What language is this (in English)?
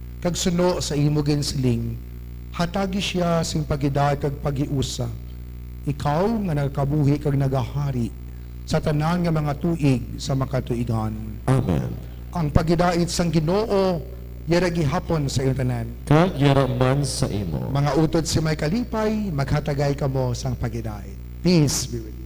Hiligaynon